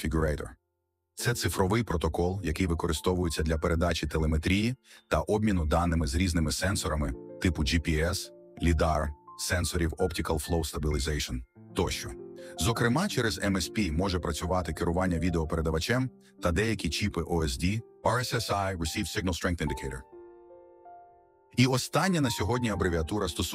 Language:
Ukrainian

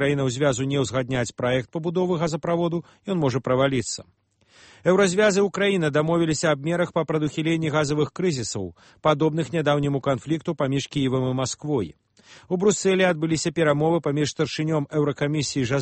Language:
Belarusian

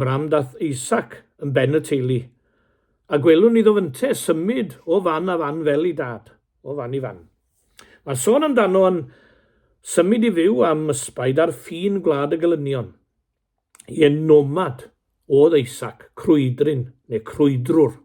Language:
Welsh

